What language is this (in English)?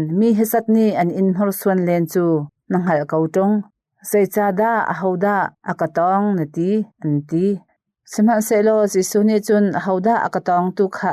Hakha Chin